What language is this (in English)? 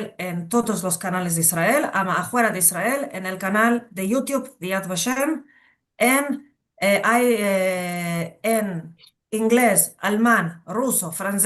Ladino